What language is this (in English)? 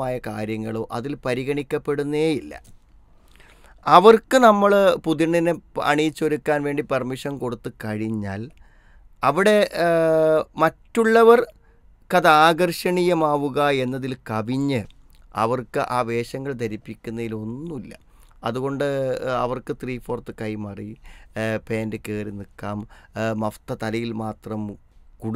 Malayalam